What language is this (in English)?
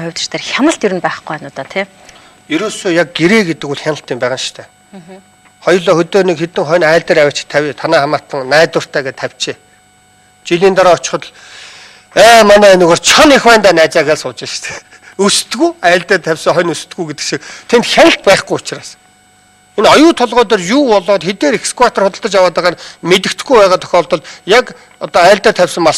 Mongolian